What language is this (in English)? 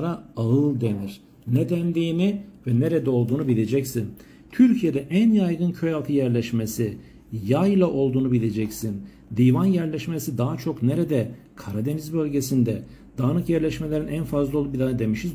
Turkish